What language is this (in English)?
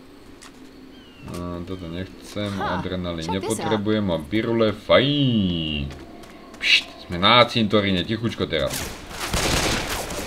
Slovak